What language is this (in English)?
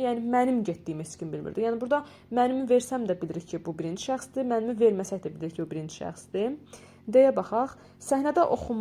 Azerbaijani